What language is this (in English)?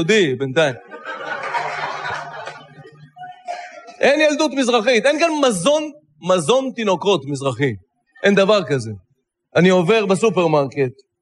Hebrew